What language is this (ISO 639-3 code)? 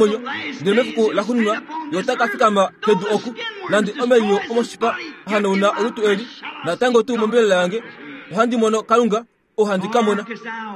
kua